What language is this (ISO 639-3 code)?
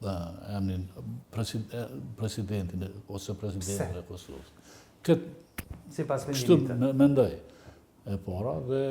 sqi